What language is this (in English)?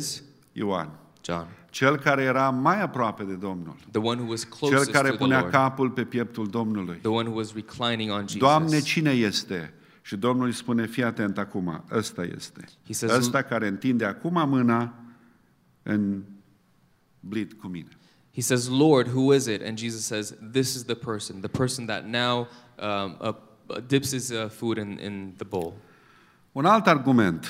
Romanian